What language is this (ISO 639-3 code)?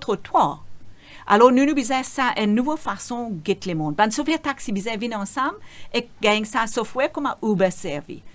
mfe